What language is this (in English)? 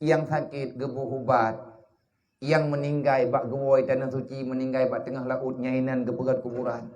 Achinese